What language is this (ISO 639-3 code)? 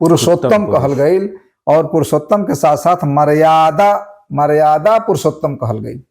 bho